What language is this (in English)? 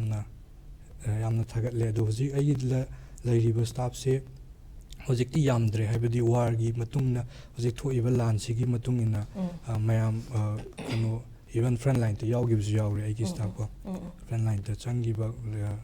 Manipuri